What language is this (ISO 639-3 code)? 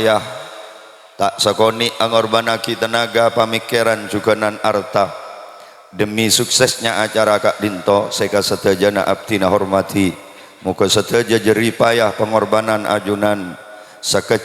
mad